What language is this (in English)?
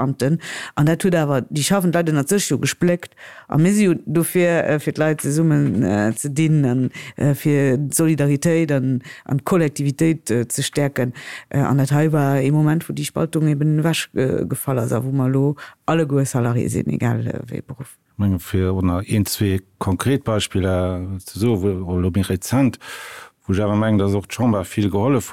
Luxembourgish